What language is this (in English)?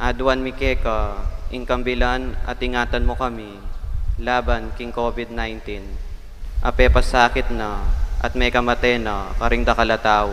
Pampanga